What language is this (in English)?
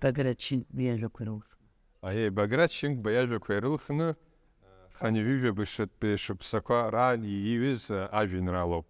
Abkhazian